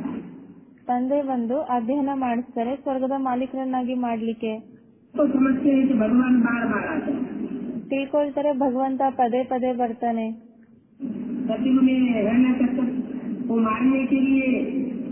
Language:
Kannada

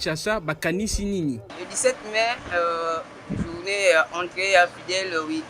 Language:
Lingala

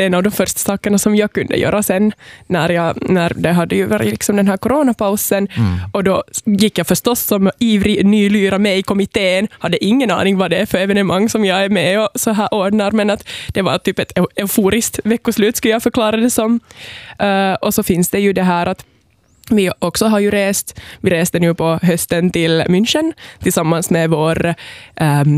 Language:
Swedish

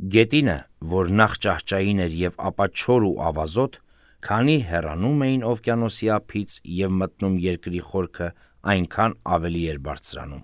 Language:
Armenian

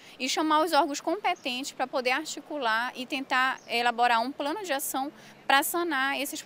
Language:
Portuguese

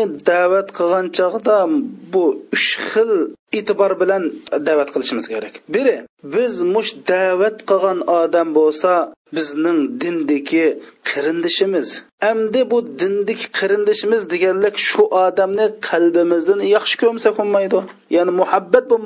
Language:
Uyghur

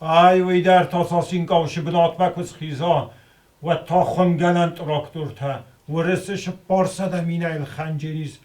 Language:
Ossetic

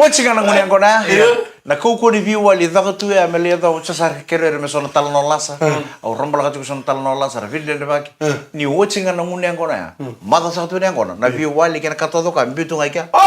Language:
Fijian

